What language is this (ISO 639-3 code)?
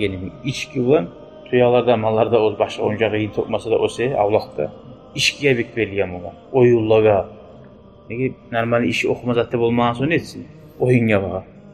kum